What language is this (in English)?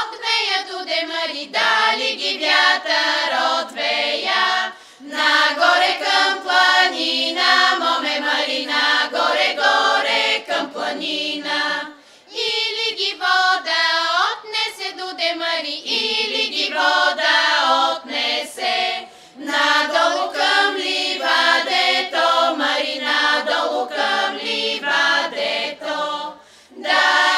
Bulgarian